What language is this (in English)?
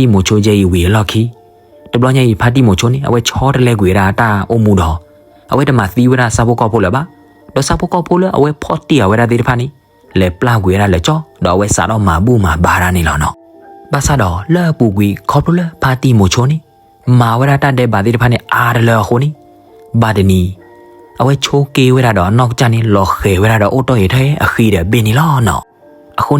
S'gaw Karen